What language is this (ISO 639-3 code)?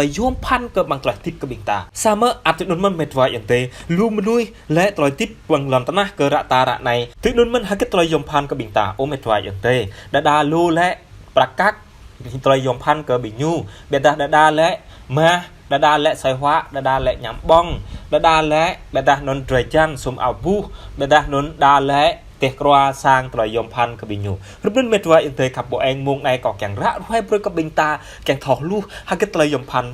jra